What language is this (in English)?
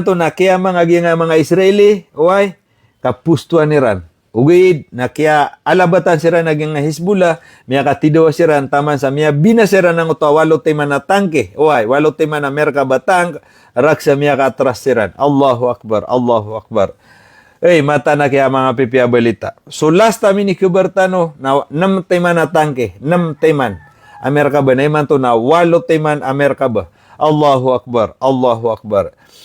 Maranao